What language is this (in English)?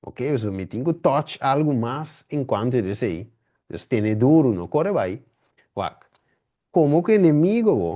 Papiamento